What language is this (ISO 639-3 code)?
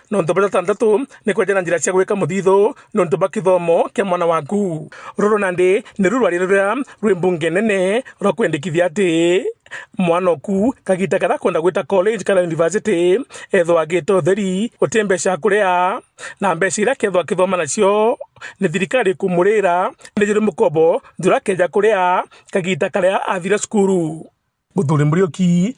mer